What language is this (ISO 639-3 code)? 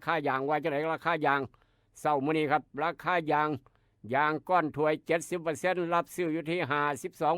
tts